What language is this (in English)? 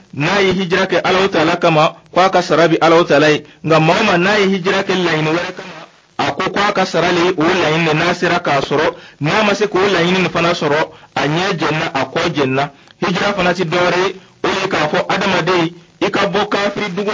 Dyula